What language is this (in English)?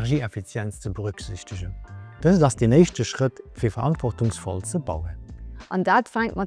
Luxembourgish